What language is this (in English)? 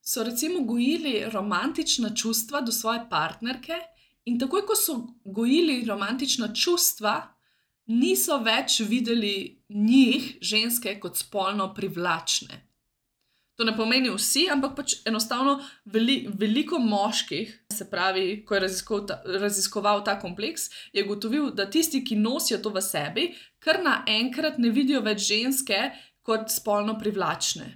Slovenian